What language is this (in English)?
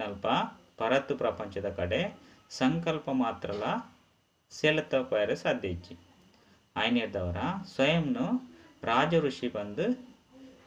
Tulu